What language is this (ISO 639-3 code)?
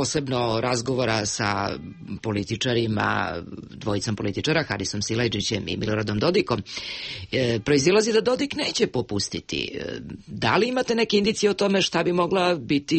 srp